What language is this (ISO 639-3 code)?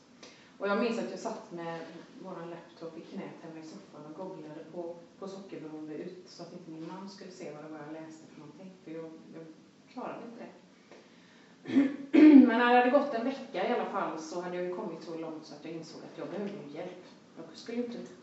swe